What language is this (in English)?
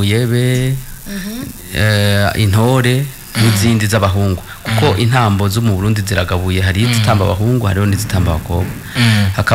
Rundi